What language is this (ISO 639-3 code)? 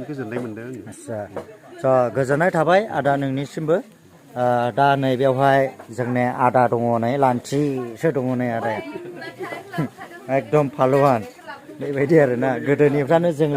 brx